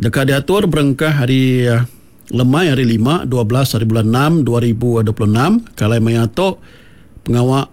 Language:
Iban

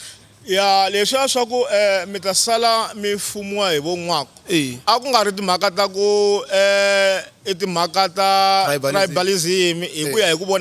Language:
Tsonga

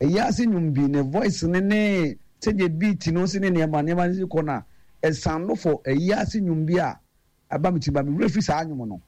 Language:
Akan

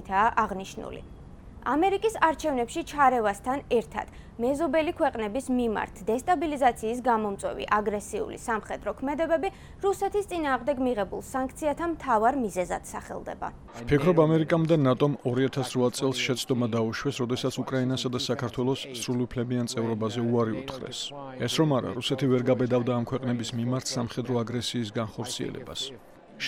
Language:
Georgian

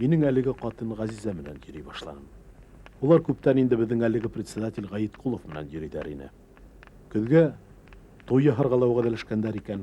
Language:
Bashkir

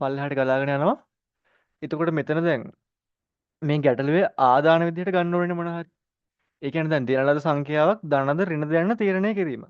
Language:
Sinhala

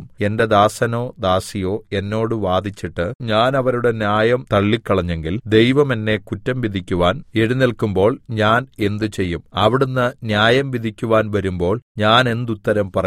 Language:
Malayalam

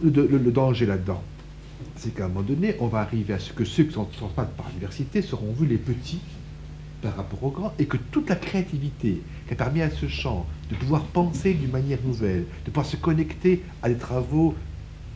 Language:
French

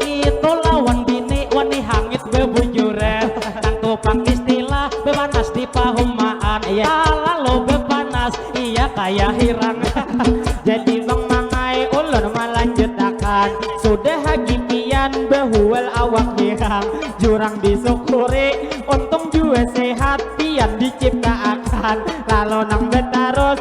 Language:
Banjar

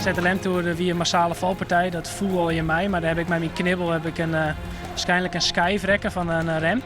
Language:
Western Frisian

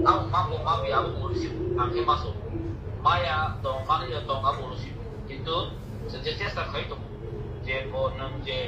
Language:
Kok Borok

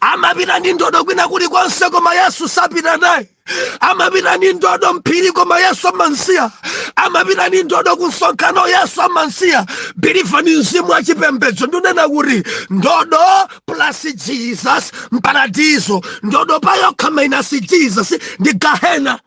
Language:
Nyanja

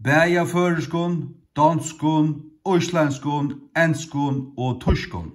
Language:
Faroese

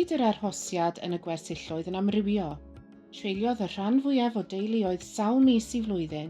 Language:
Welsh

